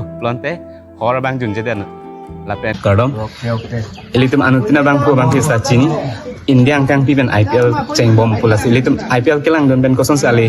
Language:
Karbi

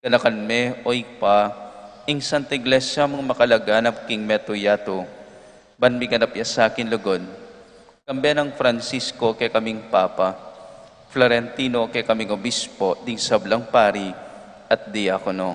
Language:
Pampanga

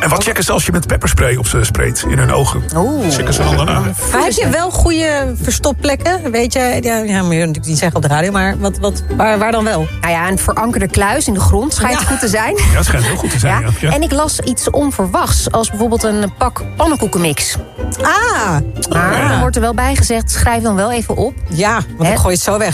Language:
Dutch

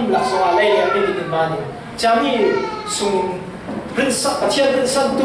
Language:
Falam Chin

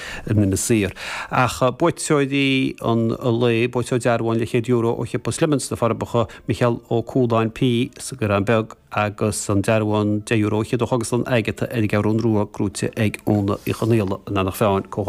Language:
Irish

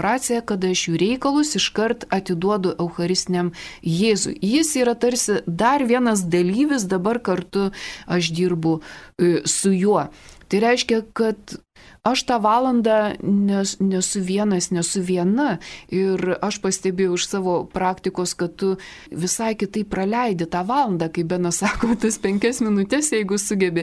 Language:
Lithuanian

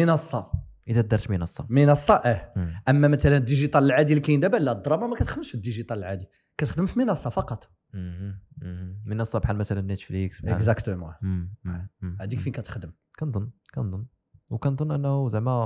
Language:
Moroccan Arabic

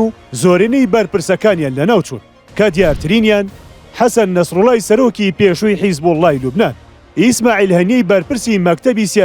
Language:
Central Kurdish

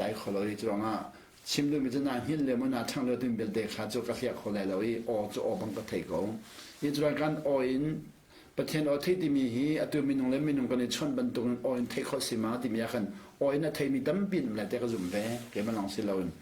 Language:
Hakha Chin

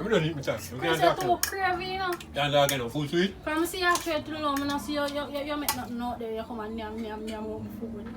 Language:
Jamaican Creole English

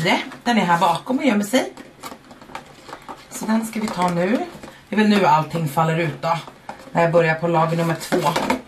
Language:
Swedish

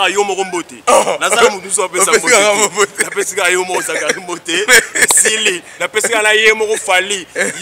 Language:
Lingala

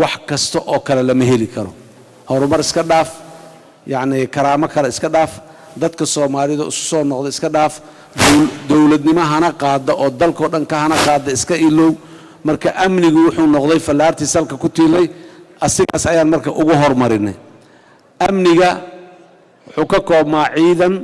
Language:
Somali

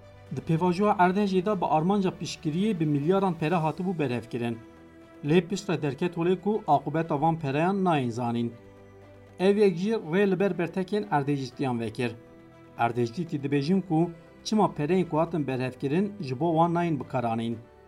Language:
Kurdish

